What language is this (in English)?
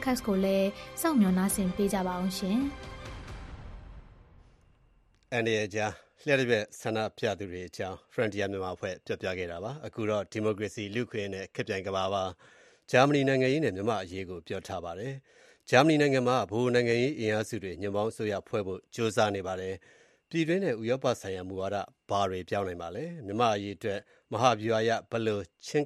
Burmese